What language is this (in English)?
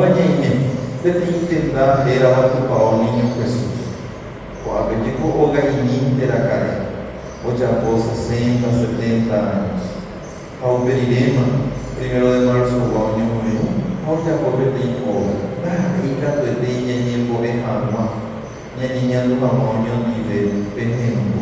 Guarani